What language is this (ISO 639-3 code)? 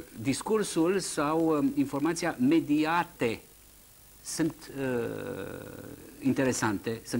ron